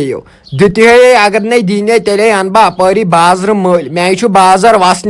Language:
Kashmiri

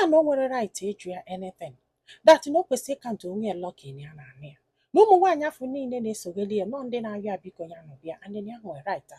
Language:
Igbo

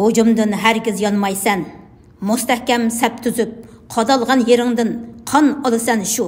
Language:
Uyghur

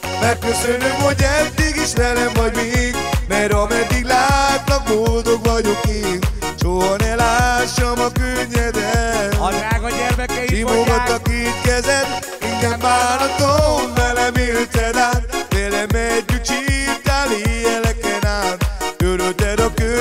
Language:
Hungarian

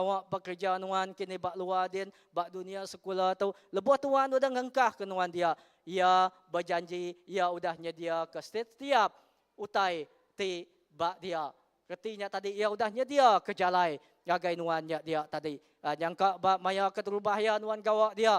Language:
Iban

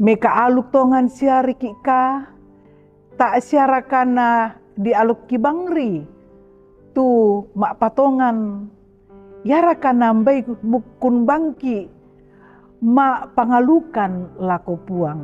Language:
Toraja-Sa'dan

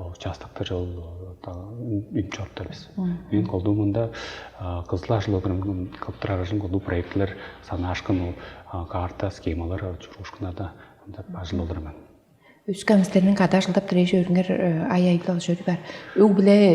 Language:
Tuvinian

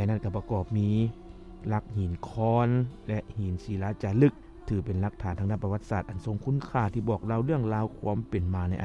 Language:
Lao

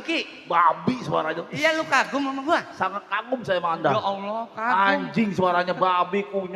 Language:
Betawi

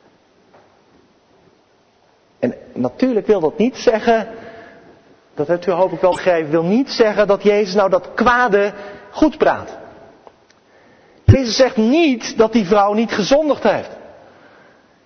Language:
Dutch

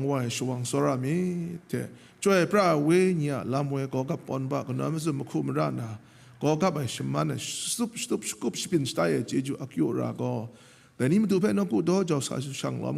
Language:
Kachin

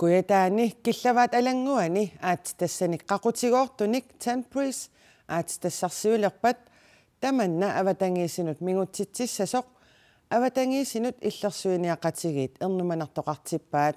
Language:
Kalaallisut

